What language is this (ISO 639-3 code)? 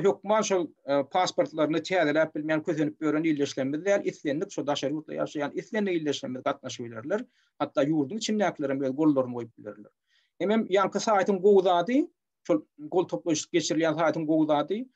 tuk